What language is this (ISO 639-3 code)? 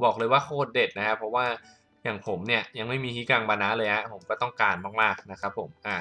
tha